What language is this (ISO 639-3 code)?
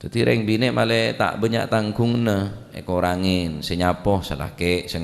mad